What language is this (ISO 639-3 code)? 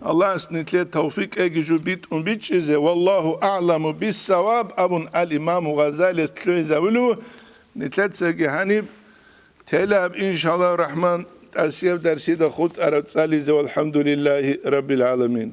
ava